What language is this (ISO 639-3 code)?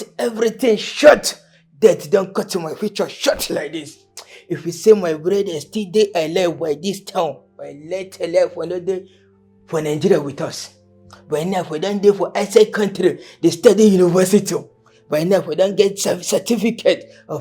pcm